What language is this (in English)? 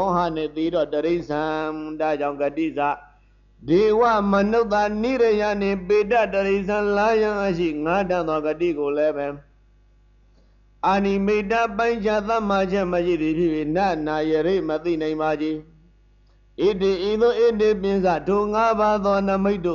Burmese